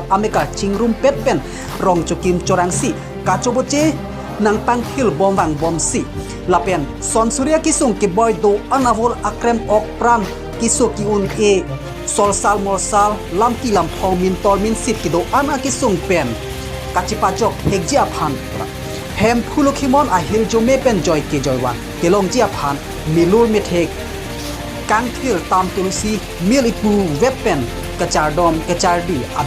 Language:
Karbi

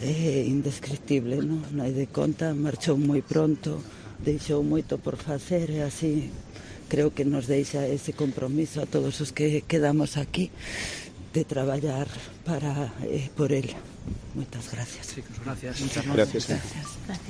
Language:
Galician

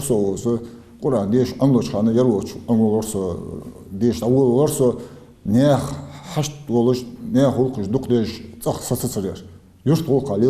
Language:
Ingush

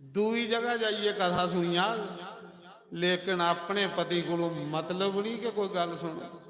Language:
Dogri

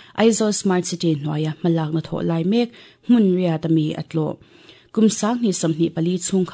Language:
Mizo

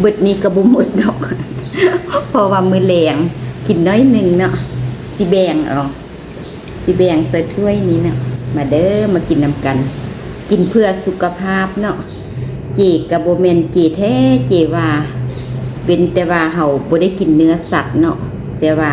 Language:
Lao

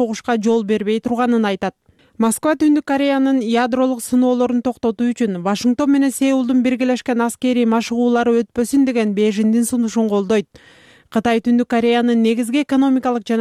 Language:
Kyrgyz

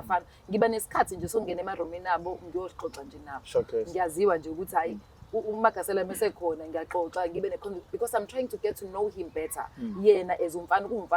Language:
Zulu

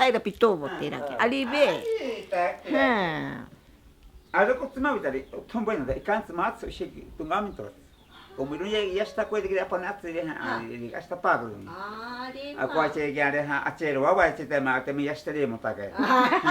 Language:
Ashéninka Perené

